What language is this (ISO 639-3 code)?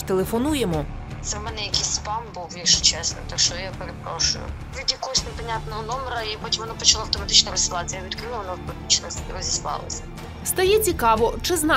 ukr